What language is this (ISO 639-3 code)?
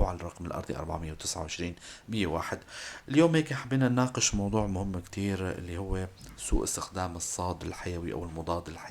apc